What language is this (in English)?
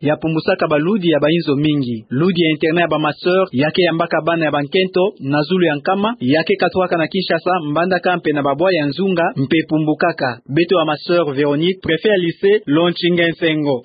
Kituba (Democratic Republic of Congo)